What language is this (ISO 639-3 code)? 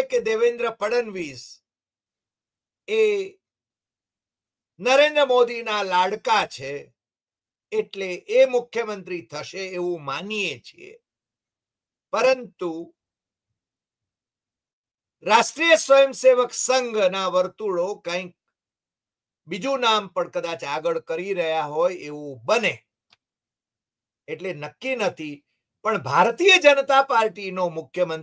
guj